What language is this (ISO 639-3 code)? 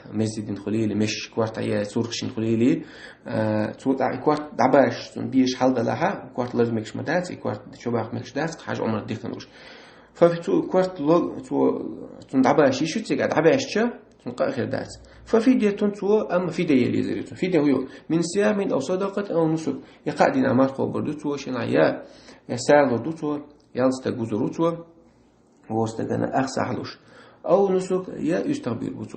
che